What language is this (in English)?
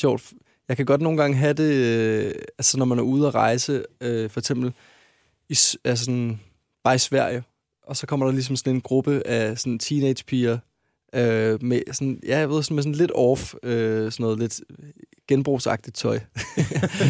Danish